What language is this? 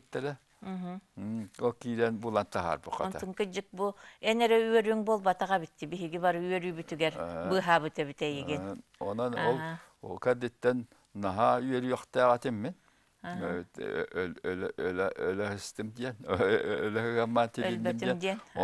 Tatar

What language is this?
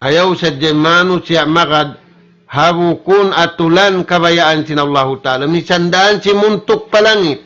Tausug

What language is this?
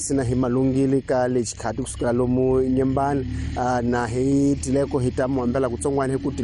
Tsonga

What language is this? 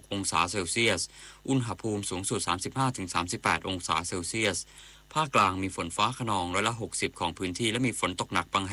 Thai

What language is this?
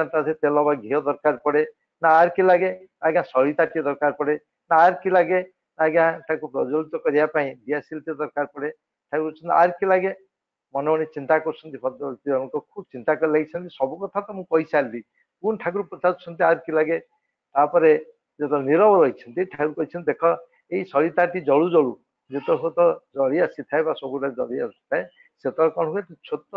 Odia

